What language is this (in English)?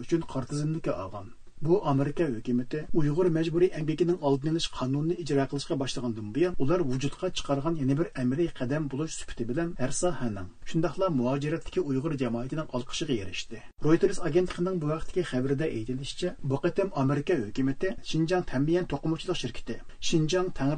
Uyghur